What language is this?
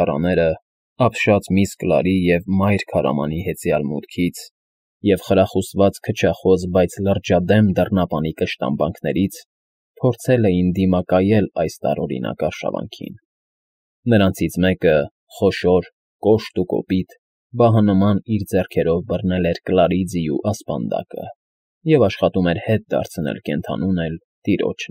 Armenian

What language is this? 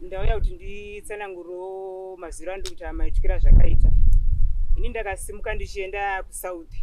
Shona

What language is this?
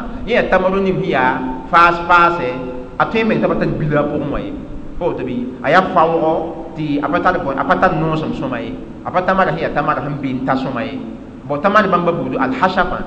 Mossi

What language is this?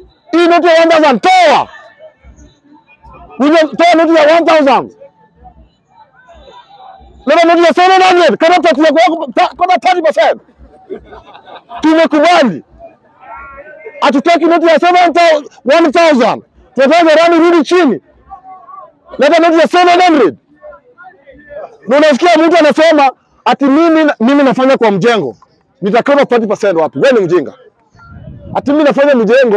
Swahili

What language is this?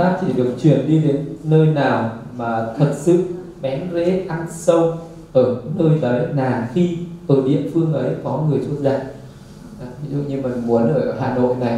Vietnamese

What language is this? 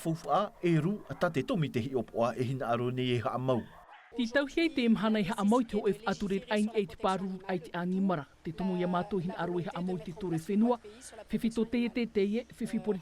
Tahitian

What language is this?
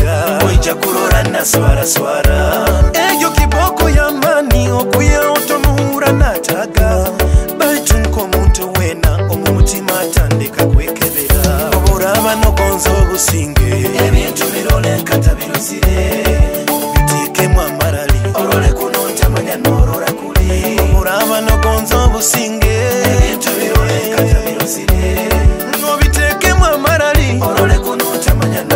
Nyoro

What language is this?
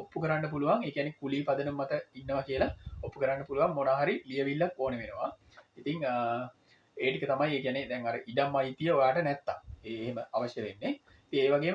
Sinhala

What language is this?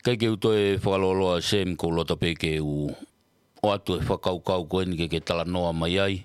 Tongan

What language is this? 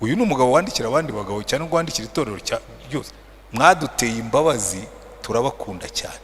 Kinyarwanda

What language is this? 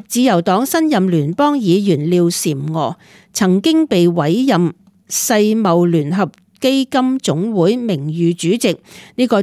Cantonese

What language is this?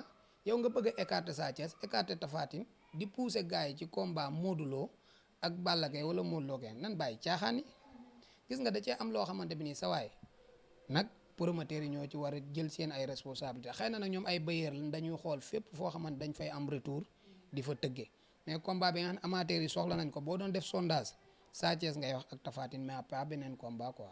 Wolof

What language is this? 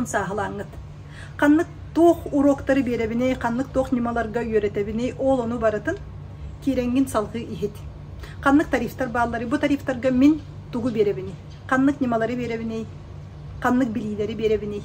Yakut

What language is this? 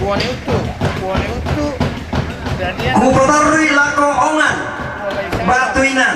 Toraja-Sa'dan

